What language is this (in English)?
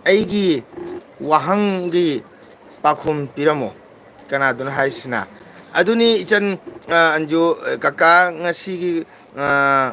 Manipuri